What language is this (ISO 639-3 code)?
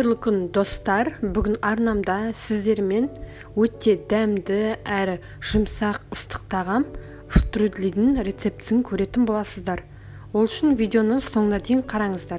kaz